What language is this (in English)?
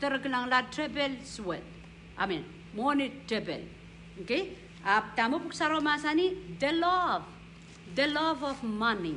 Pohnpeian